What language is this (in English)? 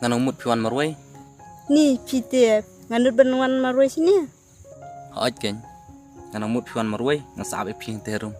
Khasi